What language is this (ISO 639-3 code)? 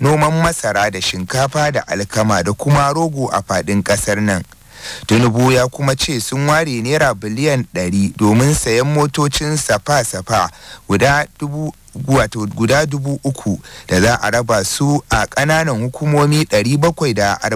hau